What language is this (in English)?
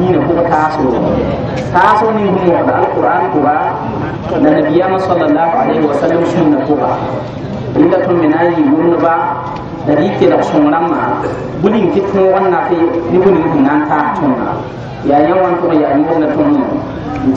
Mossi